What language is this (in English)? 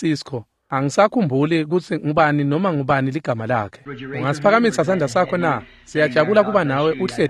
Swati